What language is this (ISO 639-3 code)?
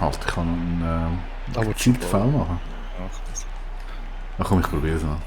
gsw